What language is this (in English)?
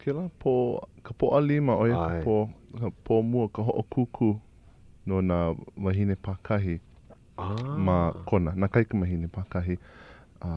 Hawaiian